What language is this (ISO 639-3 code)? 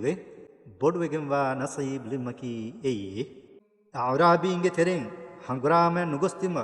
div